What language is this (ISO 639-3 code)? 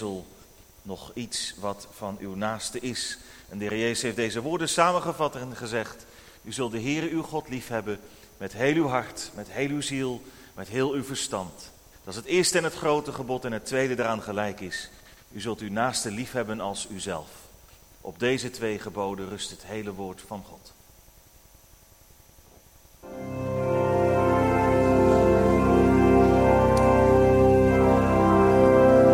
nld